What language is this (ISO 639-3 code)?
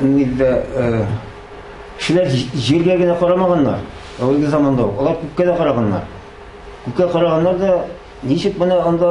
tat